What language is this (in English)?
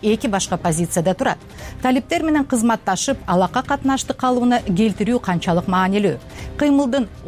Kyrgyz